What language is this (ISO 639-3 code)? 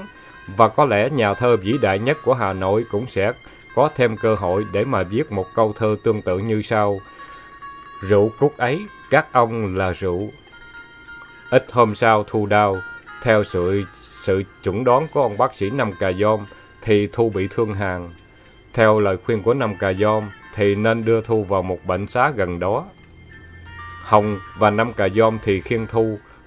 vie